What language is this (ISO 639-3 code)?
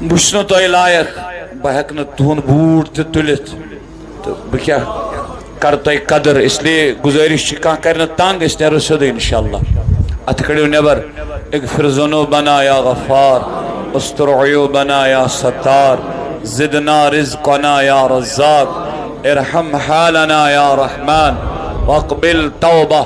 kas